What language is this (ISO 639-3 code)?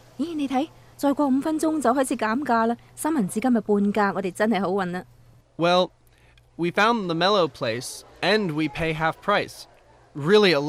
yue